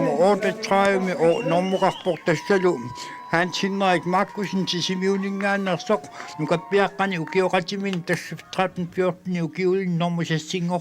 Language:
Kalaallisut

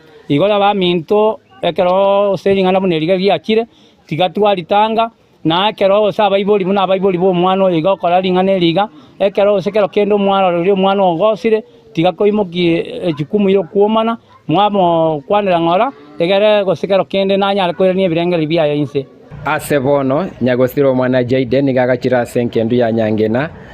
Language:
Gusii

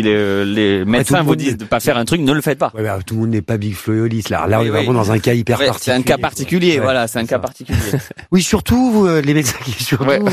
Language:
French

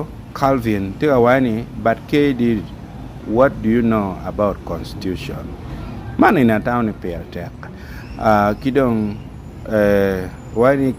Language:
Acoli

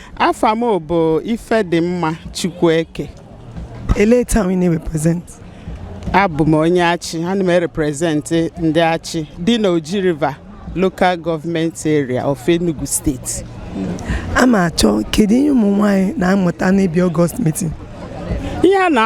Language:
Igbo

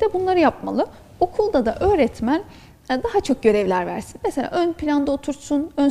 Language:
Turkish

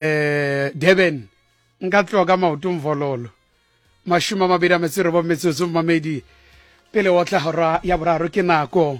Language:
Southern Sotho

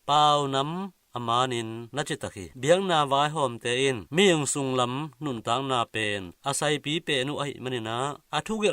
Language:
Tedim Chin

